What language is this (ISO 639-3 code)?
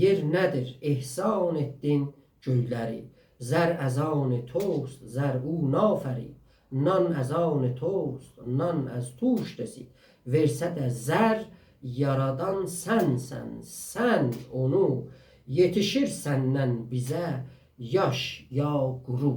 azb